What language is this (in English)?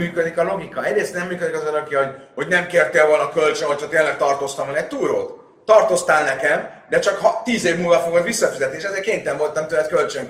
Hungarian